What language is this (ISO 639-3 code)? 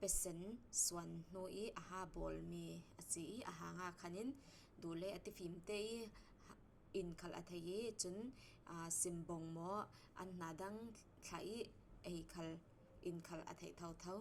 cfm